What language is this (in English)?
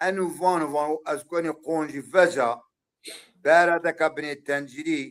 Zaza